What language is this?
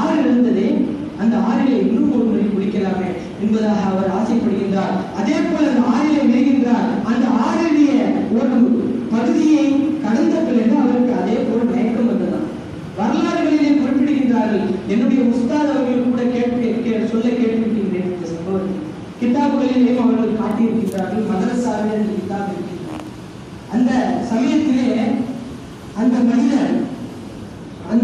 Tamil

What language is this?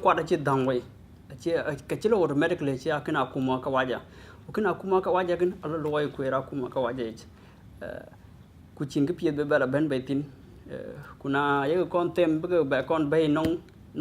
Dinka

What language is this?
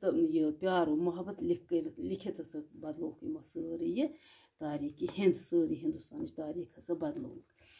Kashmiri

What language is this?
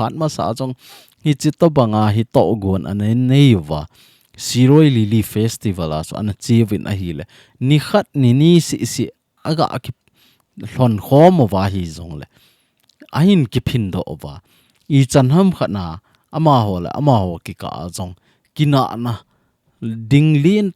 Thado Chin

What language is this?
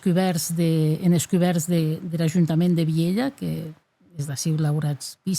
Occitan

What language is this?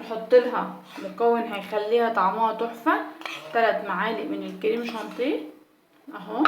Egyptian Arabic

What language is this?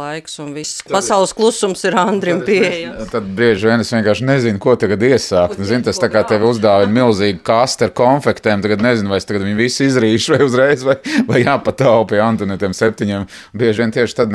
Latvian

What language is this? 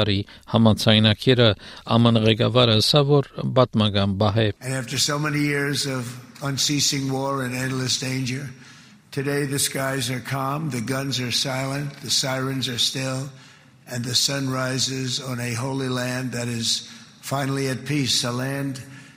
Armenian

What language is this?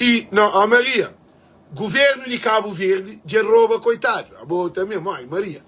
Kabuverdianu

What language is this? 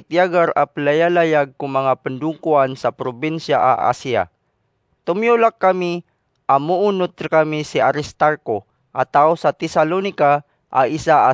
Maranao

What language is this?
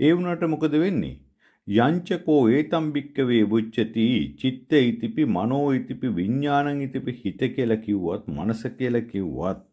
Sinhala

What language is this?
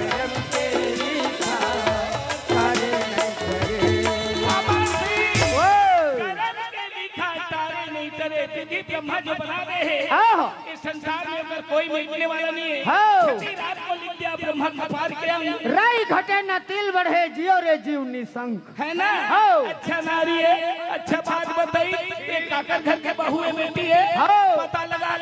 Chhattisgarhi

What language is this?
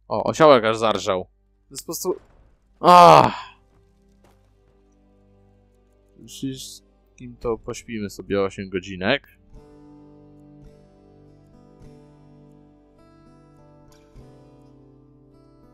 Polish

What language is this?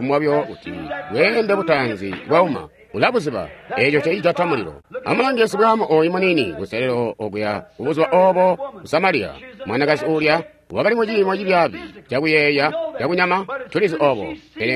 Tonga (Zambia)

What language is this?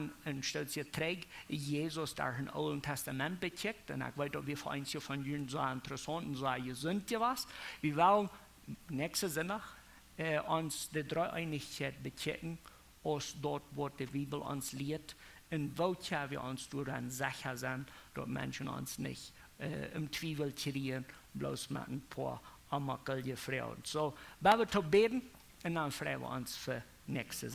Plautdietsch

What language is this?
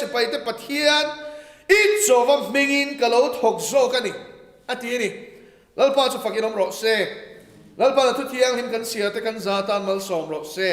Mizo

